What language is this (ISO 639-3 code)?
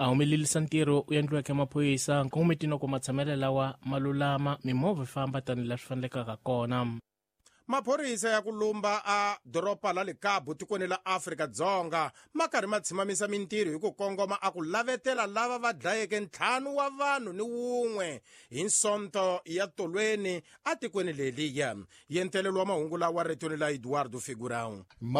tso